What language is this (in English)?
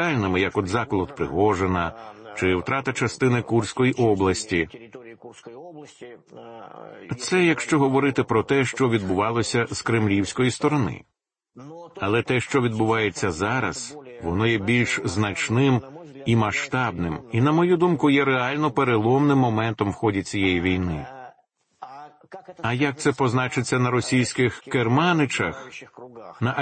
Ukrainian